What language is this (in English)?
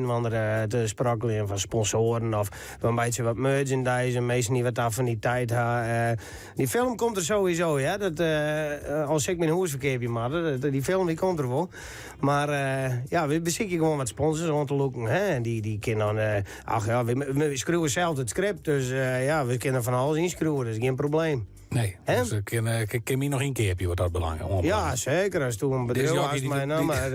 Western Frisian